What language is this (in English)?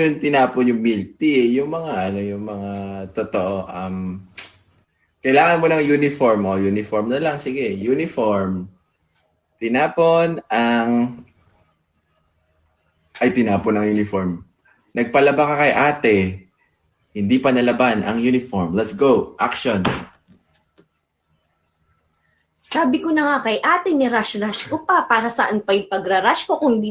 Filipino